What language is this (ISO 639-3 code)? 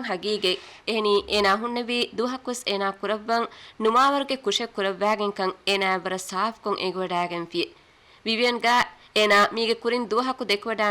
div